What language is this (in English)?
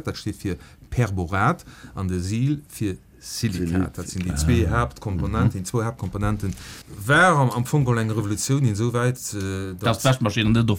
Luxembourgish